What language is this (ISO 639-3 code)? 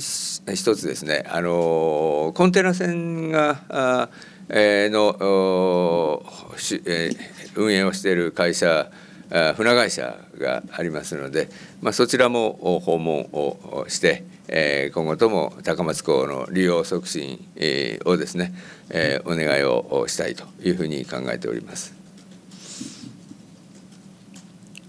jpn